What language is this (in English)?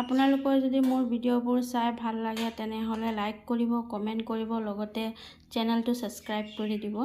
Assamese